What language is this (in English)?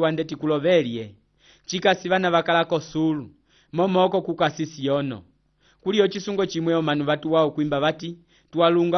Umbundu